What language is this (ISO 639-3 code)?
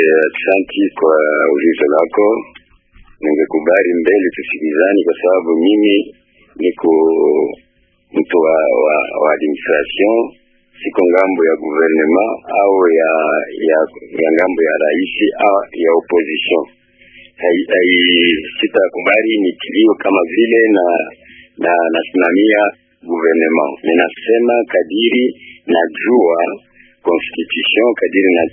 swa